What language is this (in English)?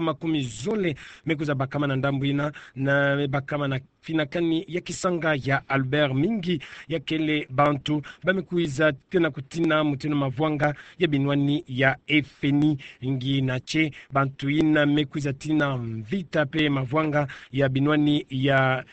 Kituba (Democratic Republic of Congo)